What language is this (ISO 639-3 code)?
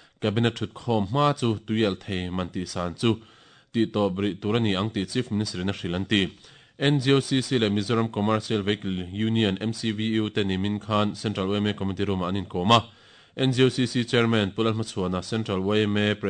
lus